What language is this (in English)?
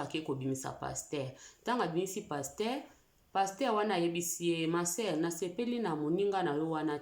Lingala